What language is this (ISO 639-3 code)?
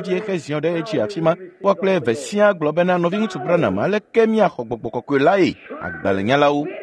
ewe